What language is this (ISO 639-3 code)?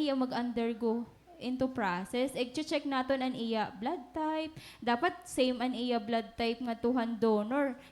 war